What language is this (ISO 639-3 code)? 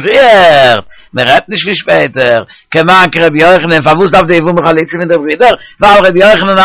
yid